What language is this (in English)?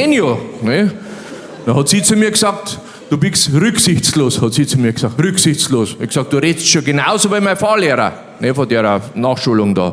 Bavarian